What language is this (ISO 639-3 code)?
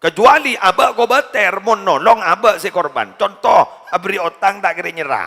mad